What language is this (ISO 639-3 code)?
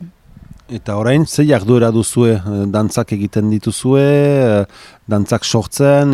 eus